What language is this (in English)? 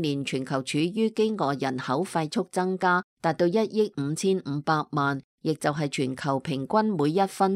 Cantonese